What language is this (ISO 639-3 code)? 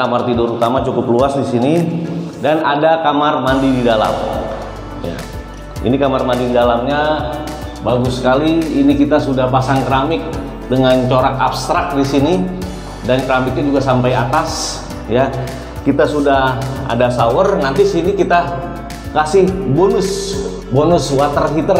ind